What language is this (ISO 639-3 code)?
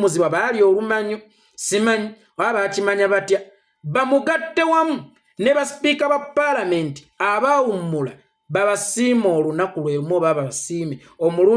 lug